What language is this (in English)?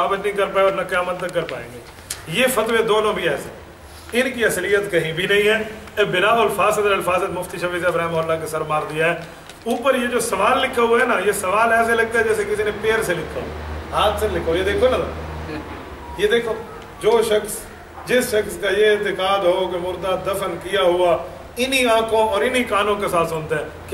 Urdu